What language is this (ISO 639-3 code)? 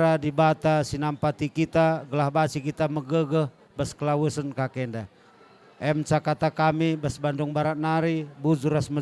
btx